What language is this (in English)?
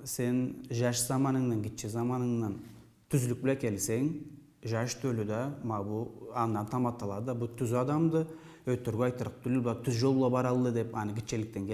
Karachay-Balkar